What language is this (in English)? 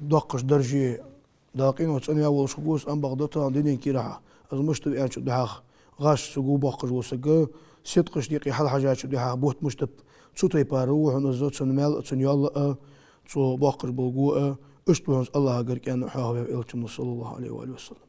Ingush